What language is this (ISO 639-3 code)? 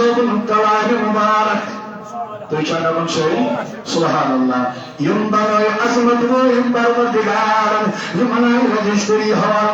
kas